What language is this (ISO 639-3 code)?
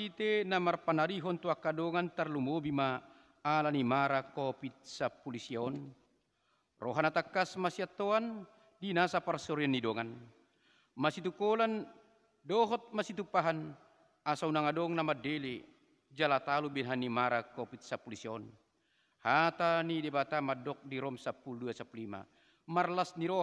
bbc